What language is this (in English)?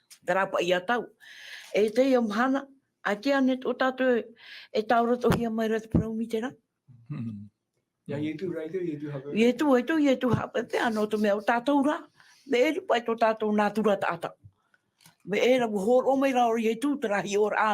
Tahitian